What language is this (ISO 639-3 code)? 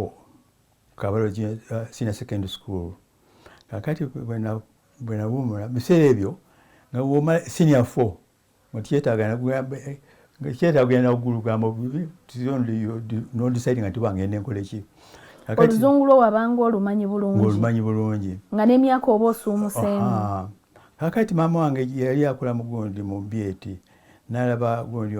lug